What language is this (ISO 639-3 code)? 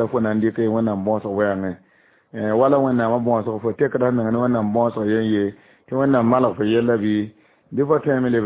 mos